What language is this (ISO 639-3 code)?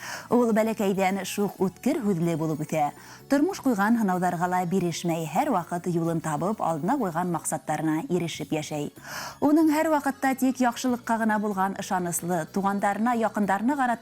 bak